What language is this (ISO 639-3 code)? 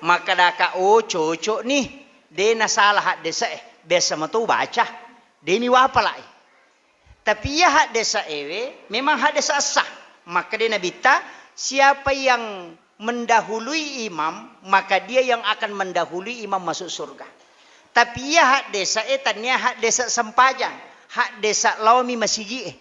bug